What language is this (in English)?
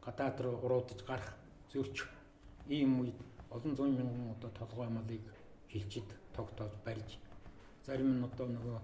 Mongolian